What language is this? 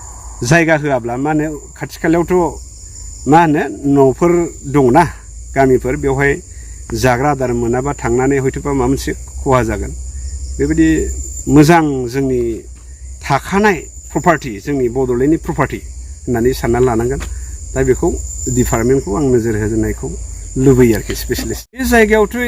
Bodo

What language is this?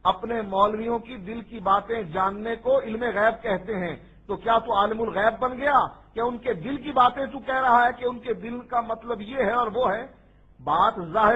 Urdu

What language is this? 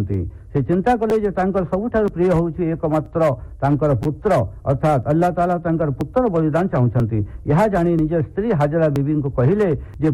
Odia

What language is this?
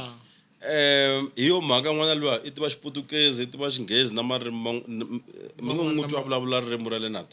Tsonga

